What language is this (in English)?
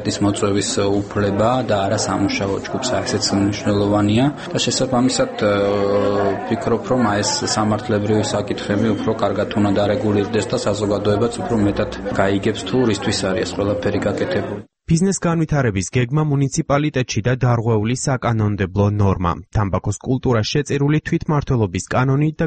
Georgian